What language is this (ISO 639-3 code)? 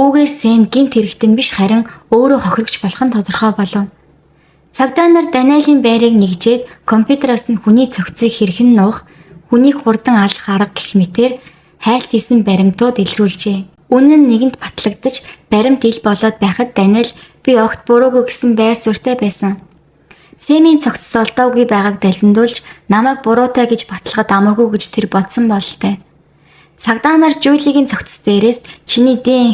mon